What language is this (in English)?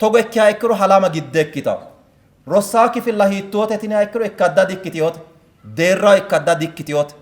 Sidamo